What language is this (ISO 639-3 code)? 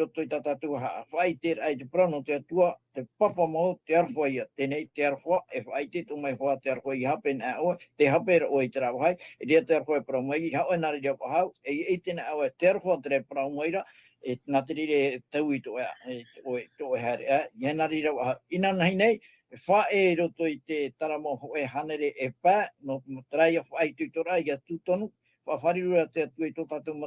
tah